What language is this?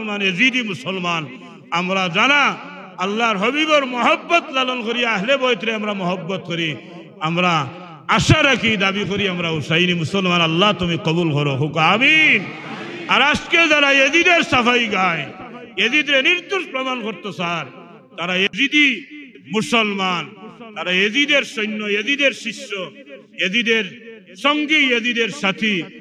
Sylheti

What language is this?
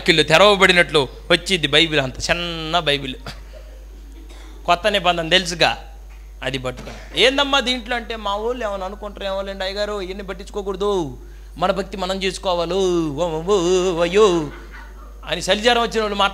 Telugu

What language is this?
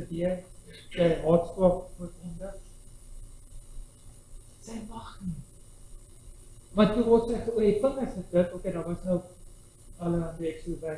Afrikaans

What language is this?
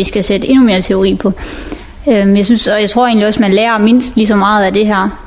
Danish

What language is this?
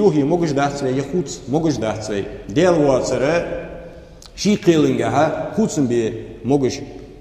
Ingush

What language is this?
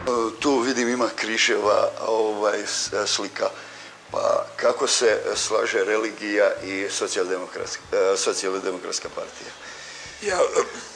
Croatian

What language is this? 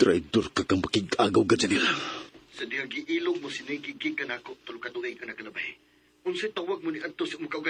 Cebuano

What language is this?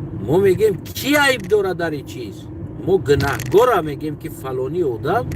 Tajik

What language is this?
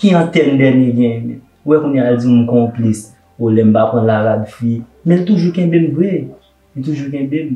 Haitian Creole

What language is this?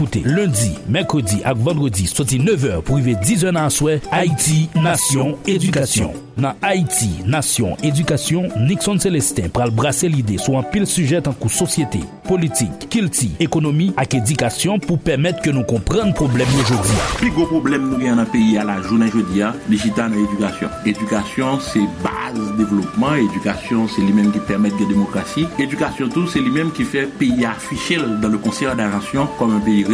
Haitian Creole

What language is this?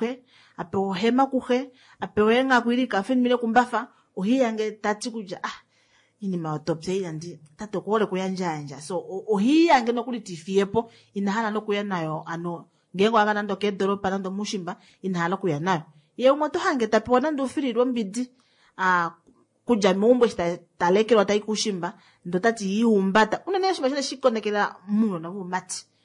Kuanyama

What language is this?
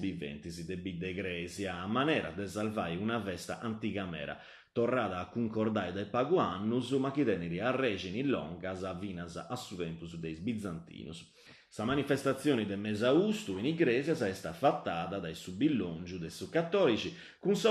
Sardinian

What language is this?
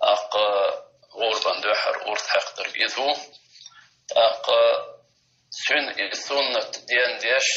Chechen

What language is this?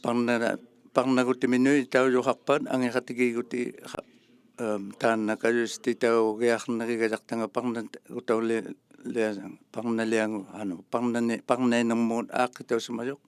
Inuktitut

